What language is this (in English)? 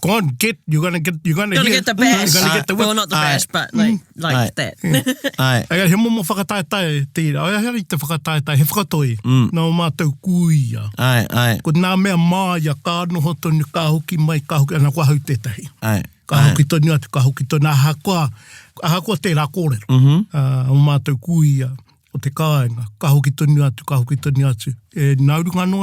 Māori